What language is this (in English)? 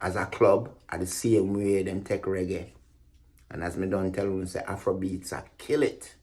Jamaican Creole English